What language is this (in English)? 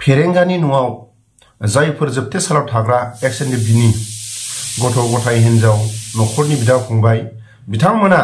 Bodo